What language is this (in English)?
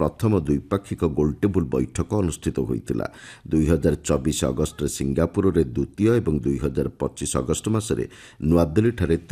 Odia